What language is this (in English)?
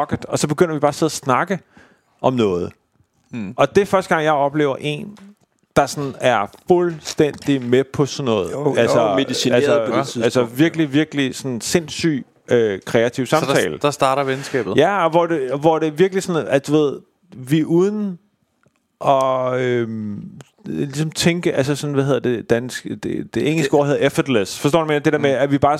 Danish